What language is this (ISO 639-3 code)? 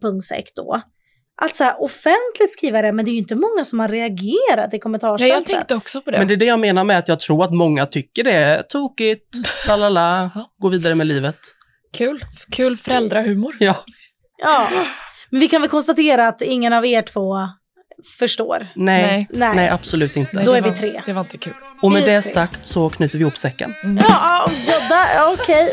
swe